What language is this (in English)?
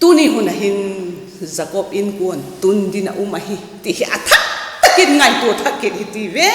Vaiphei